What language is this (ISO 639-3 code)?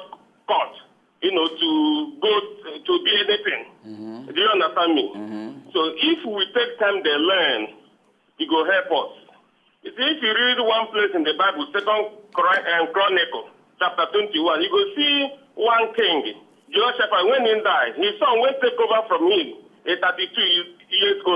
pcm